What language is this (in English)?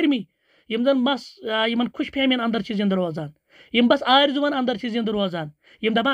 Kashmiri